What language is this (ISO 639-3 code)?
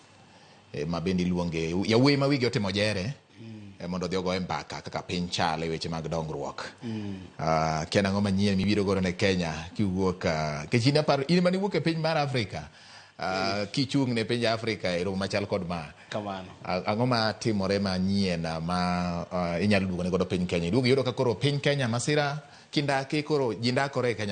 luo